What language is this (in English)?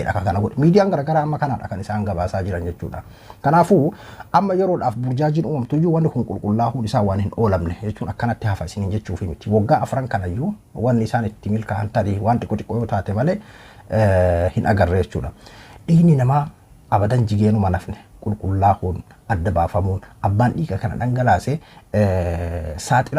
Oromo